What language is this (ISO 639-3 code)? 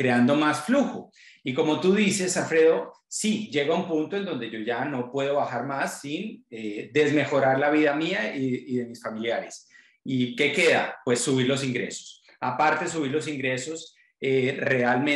spa